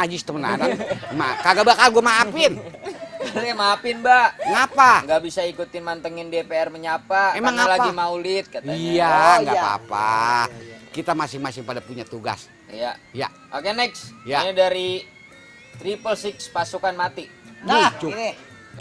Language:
Betawi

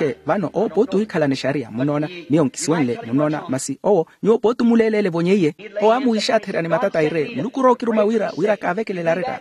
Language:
Makhuwa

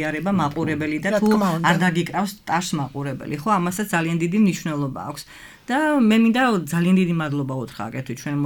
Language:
Georgian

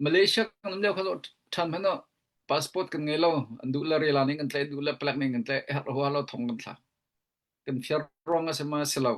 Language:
Hakha Chin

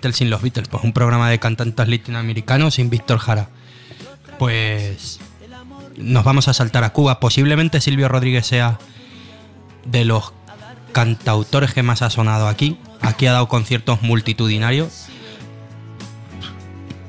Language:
Spanish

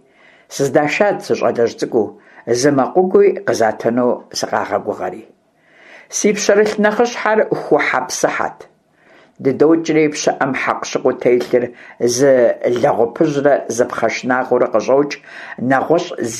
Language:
Kabardian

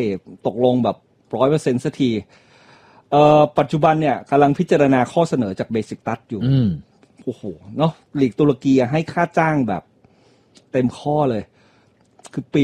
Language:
Thai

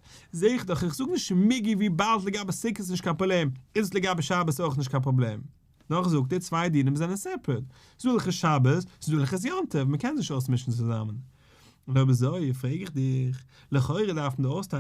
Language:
Yiddish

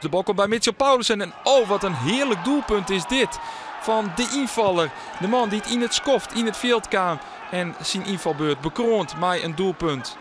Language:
Western Frisian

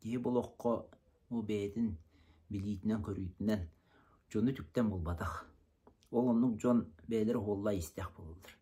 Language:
Yakut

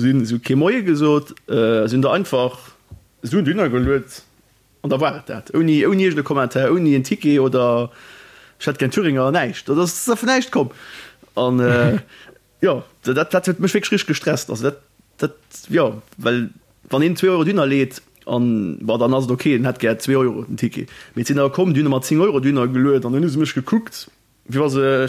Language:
Luxembourgish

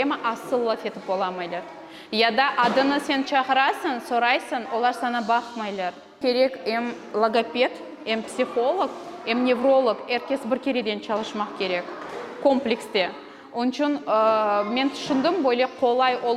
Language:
Crimean Tatar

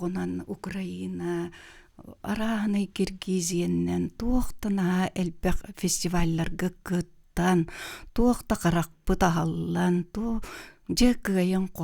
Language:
Yakut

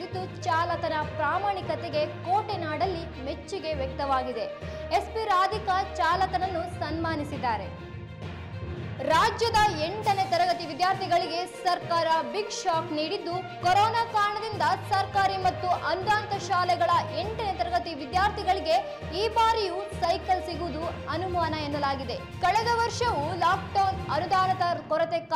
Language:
Kannada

